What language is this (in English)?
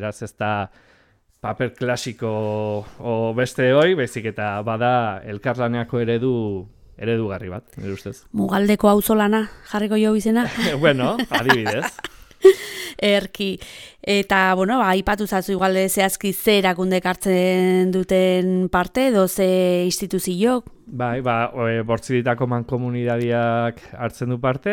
Basque